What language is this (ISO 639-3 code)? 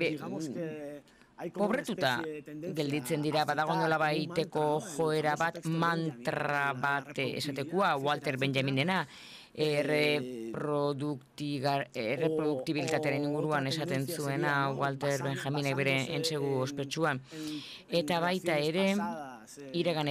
eus